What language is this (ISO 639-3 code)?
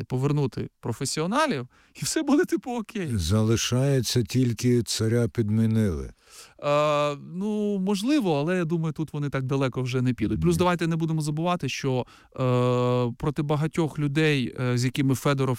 ukr